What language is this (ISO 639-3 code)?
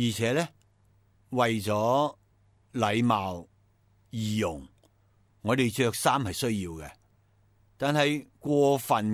yue